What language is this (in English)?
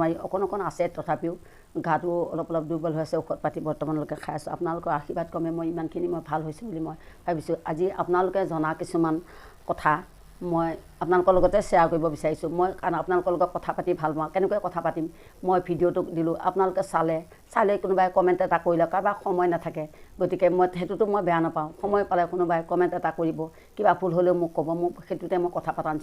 Assamese